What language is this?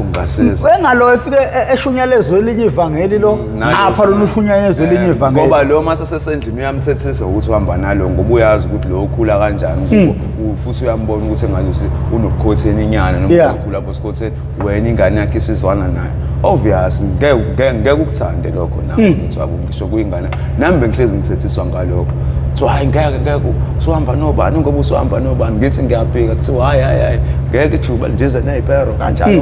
Zulu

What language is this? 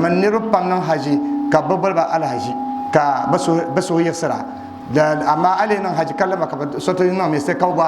Dagbani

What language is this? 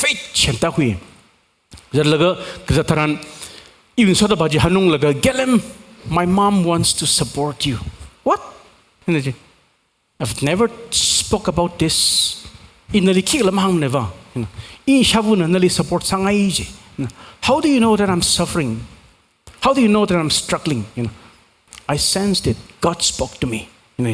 Tangkhul Naga (India)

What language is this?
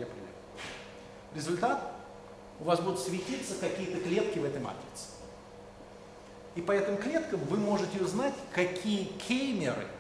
Russian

